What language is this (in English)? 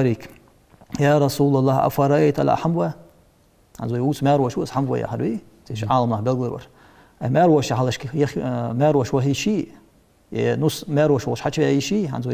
Ingush